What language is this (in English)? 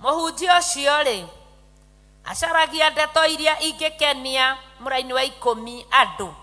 Kikuyu